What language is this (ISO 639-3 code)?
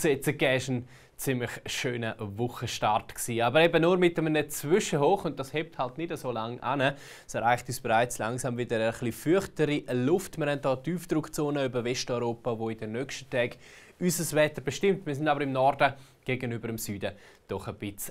gsw